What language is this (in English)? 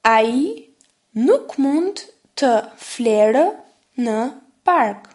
Albanian